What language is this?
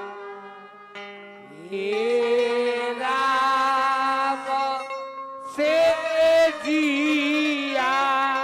Bhojpuri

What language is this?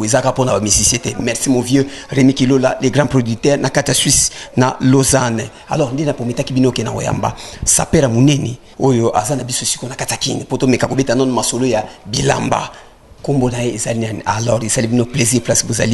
Lingala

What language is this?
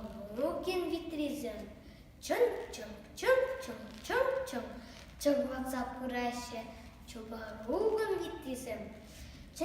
Chuvash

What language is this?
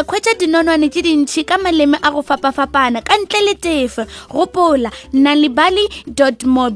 Northern Sotho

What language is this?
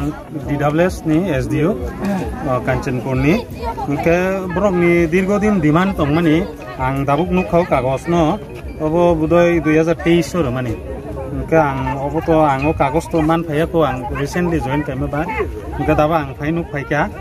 Riang (India)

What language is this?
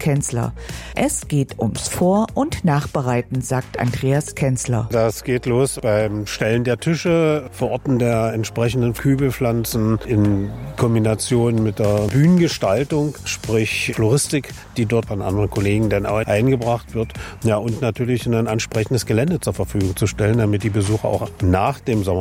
German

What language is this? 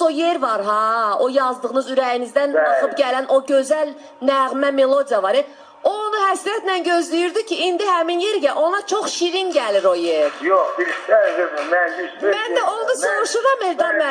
Azerbaijani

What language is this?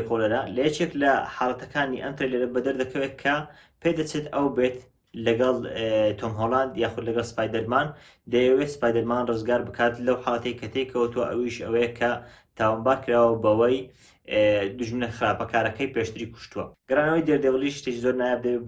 Central Kurdish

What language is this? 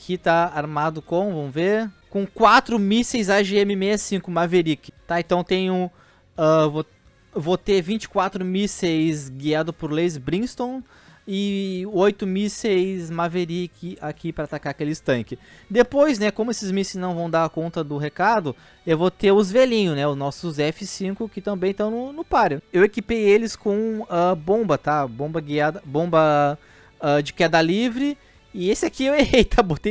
Portuguese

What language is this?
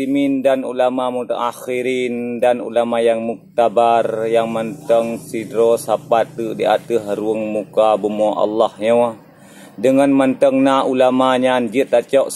Achinese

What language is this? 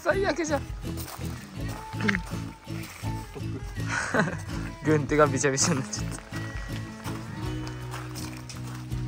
Japanese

